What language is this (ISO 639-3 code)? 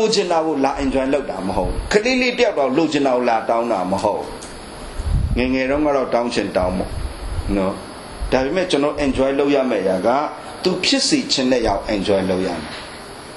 mya